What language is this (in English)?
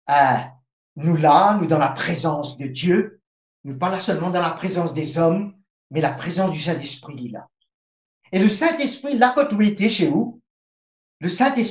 Morisyen